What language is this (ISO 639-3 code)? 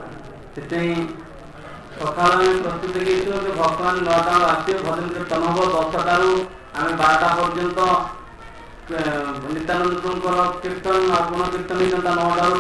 ori